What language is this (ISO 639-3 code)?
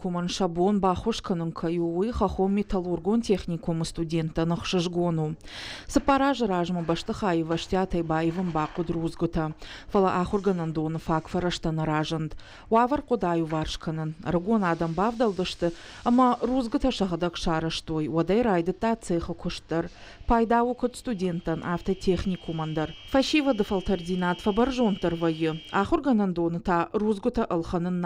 oss